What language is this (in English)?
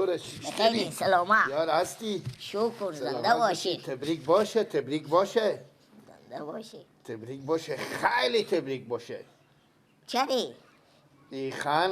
Persian